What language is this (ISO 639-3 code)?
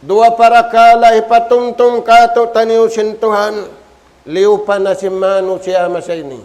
tsg